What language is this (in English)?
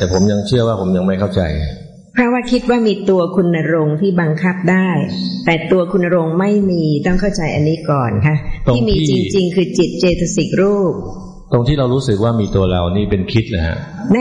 Thai